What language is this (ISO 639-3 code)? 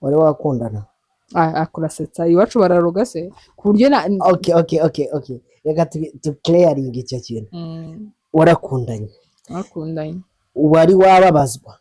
kin